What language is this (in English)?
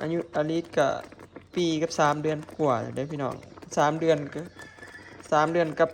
Northeastern Thai